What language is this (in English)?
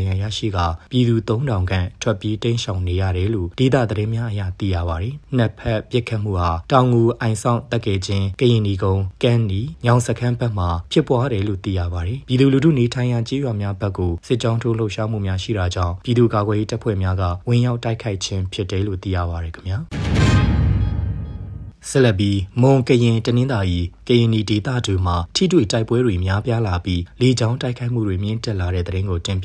Burmese